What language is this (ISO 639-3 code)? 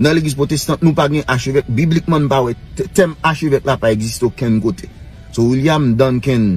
hat